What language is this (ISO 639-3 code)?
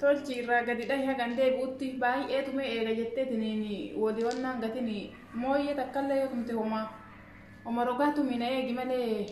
orm